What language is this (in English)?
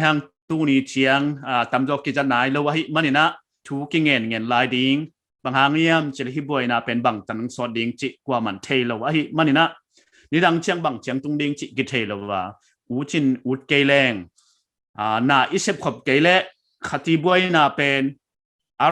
Paite Chin